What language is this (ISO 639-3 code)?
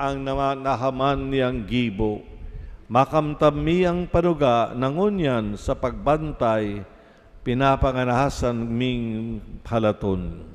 bik